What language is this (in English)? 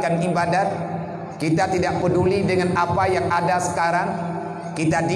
Achinese